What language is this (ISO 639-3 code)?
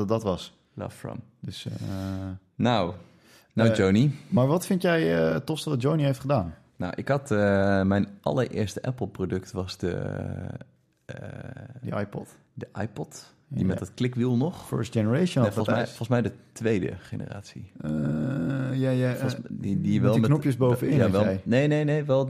nld